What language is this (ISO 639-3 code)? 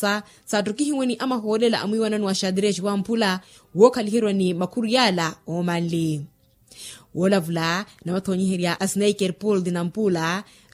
vmw